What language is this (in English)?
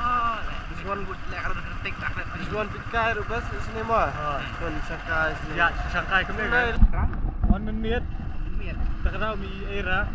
Khasi